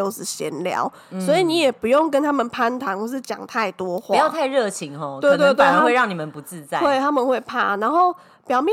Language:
Chinese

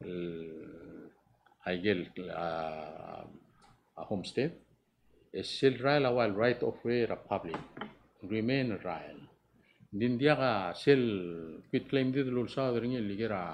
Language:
Palauan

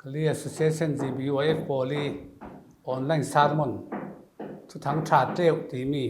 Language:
Falam Chin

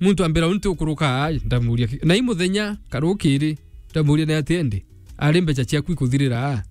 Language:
Meru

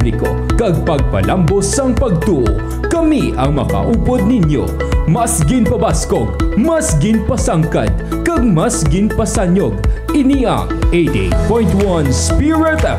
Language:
Hiligaynon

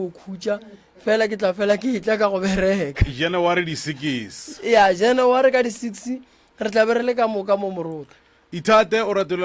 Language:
Northern Sotho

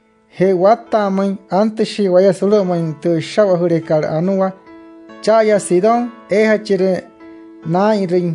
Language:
Wayuu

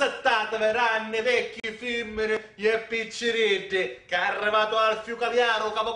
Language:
Sicilian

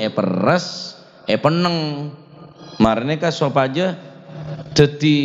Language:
Madurese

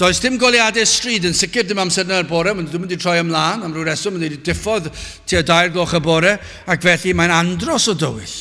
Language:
Welsh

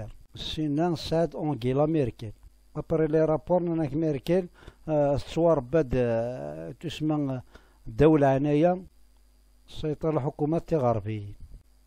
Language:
Kabyle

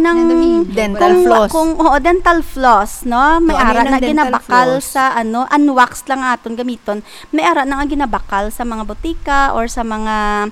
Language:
Hiligaynon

